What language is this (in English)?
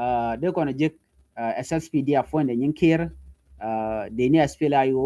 Nuer